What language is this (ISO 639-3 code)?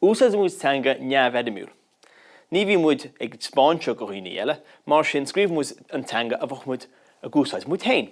gle